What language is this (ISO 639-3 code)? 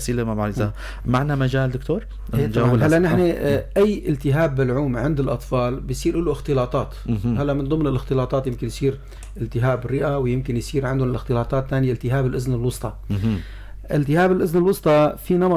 apc